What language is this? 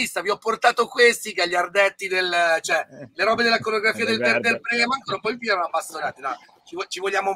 Italian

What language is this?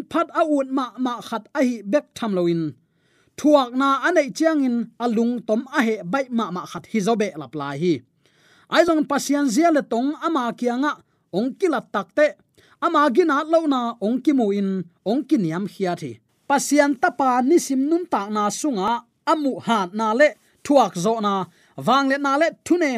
Tedim Chin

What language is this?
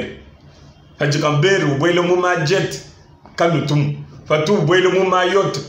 Luba-Lulua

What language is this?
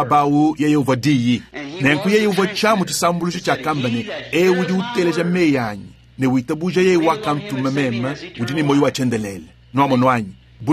Luba-Lulua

